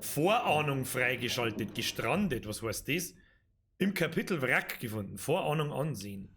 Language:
Bavarian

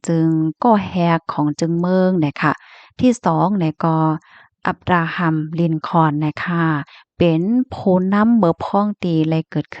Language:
Shan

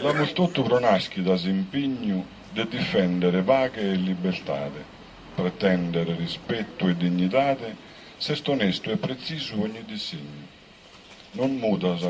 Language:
Sardinian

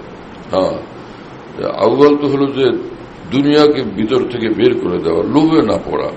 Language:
Bangla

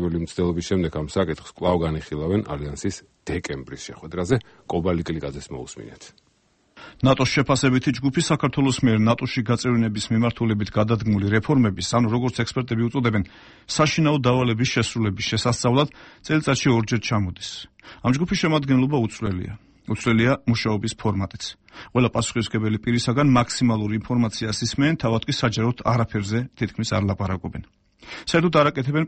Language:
Georgian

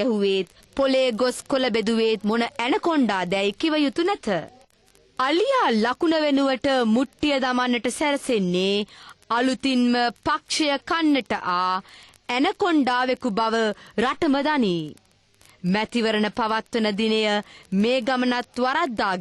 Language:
Sinhala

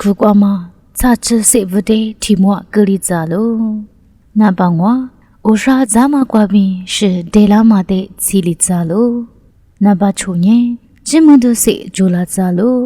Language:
Lisu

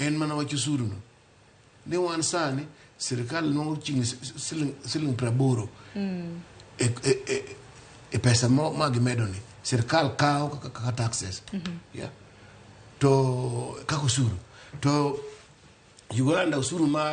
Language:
Luo (Kenya and Tanzania)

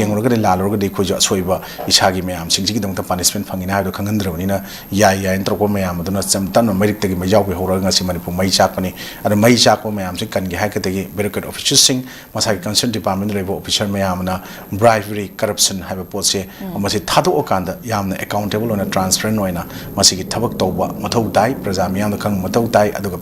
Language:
Manipuri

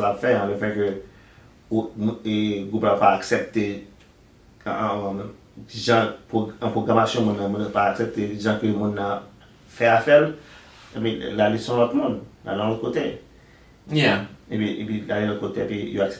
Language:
Haitian Creole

